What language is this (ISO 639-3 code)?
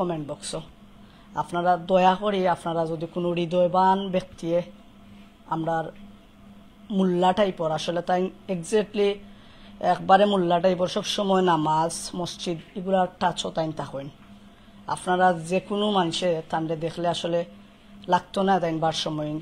syl